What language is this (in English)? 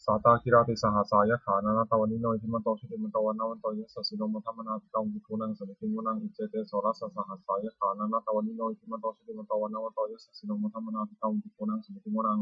Pali